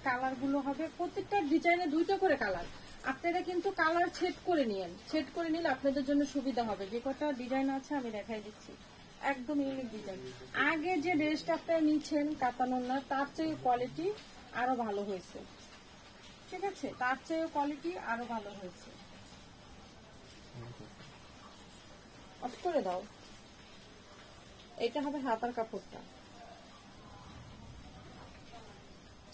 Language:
Bangla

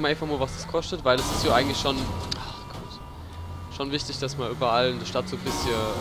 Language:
Palatine German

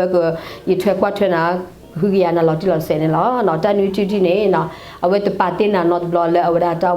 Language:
S'gaw Karen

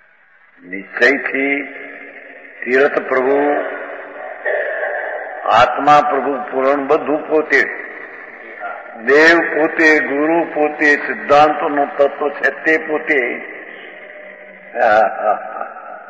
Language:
Gujarati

